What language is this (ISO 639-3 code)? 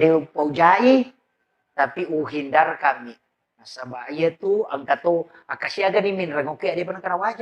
bug